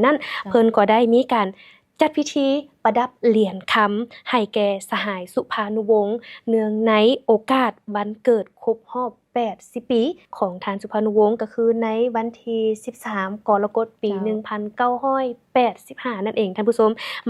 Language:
Lao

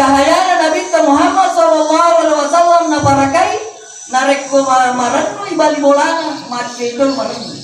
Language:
Buginese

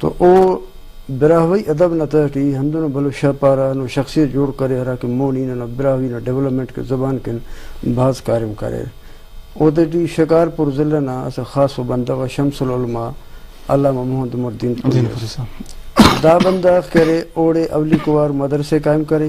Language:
Brahui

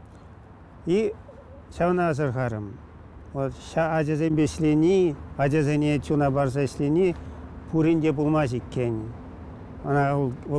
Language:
Chuvash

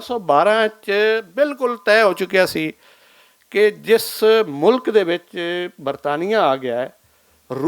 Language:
Western Panjabi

